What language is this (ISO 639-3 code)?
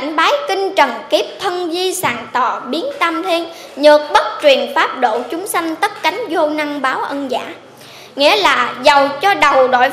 vie